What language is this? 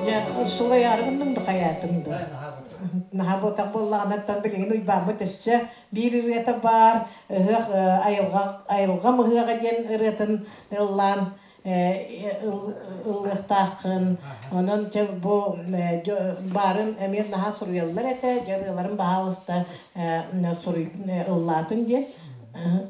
Yakut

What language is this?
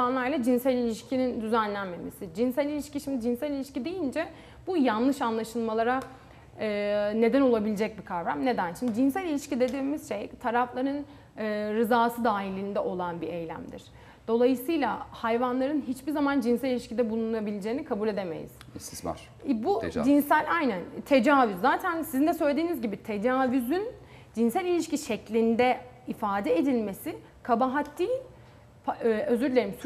Turkish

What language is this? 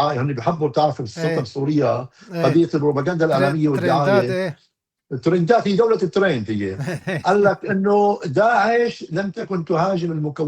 North Levantine Arabic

